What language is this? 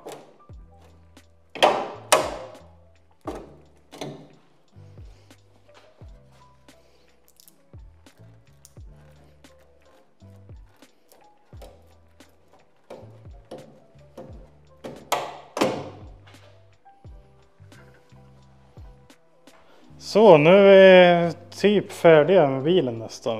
Swedish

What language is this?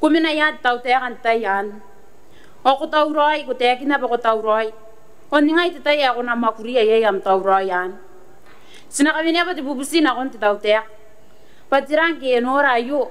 Gilbertese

